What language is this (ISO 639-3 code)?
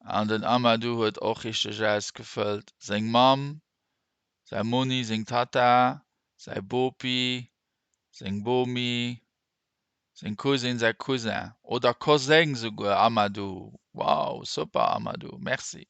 ltz